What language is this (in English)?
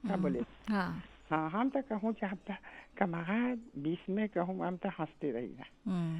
Bhojpuri